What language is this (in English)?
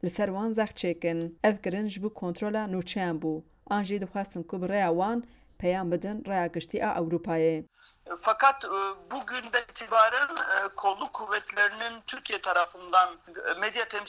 Kurdish